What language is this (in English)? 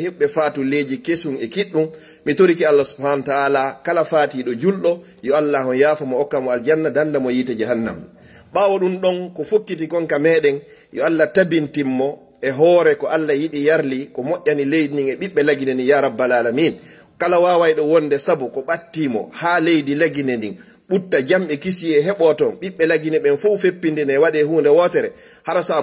Fula